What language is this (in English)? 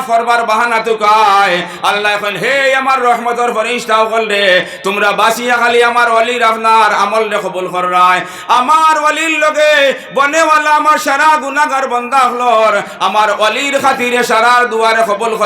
Sylheti